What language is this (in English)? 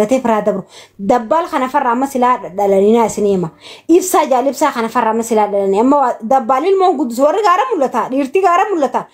Oromo